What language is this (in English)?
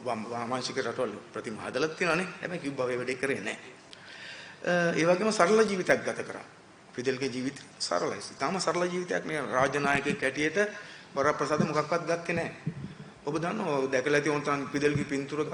Sinhala